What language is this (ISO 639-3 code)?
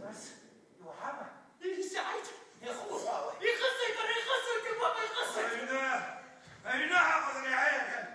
abk